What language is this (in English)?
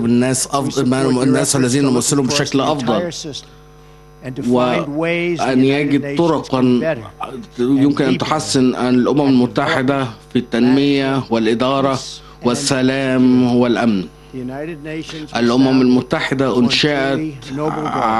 Arabic